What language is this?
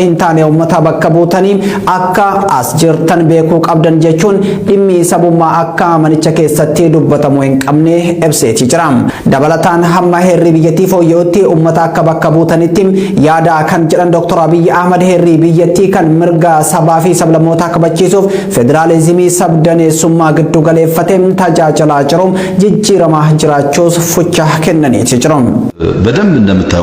Oromo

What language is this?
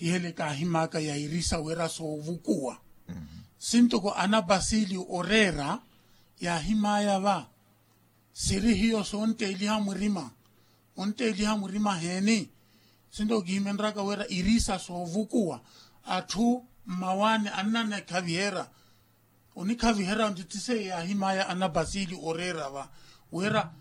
Makhuwa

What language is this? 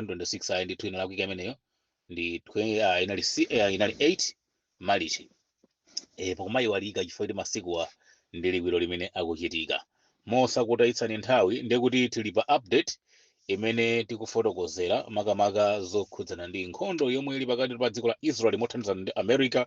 Nyanja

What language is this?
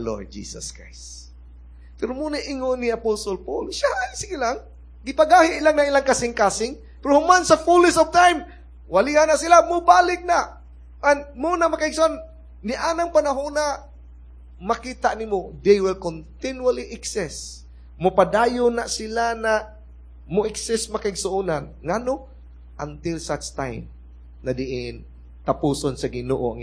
Cebuano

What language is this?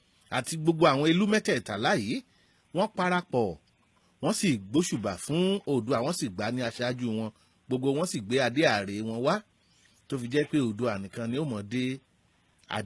Yoruba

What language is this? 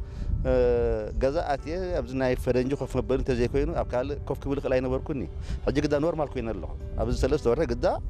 Tigrinya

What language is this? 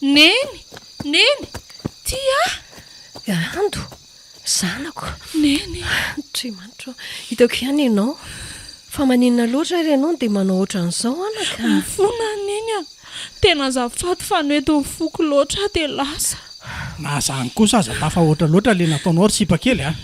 Malagasy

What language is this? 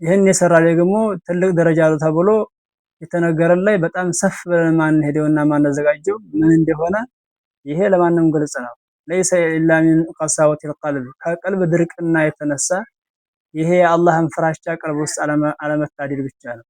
Amharic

